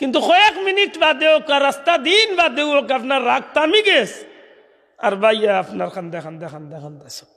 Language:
Sylheti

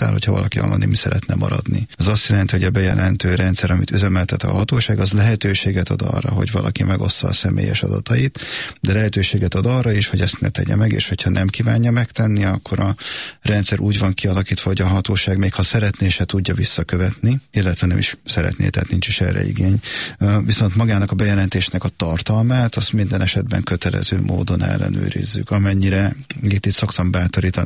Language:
Hungarian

